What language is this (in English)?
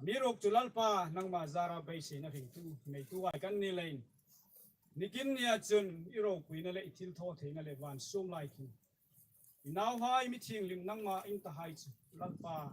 Hmar